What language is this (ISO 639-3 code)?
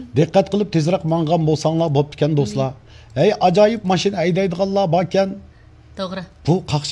uig